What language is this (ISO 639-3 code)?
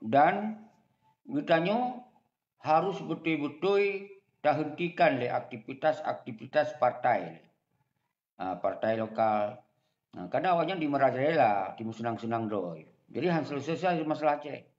ace